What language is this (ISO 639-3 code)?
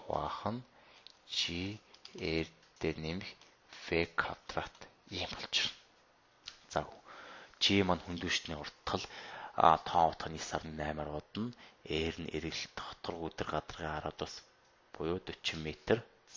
mon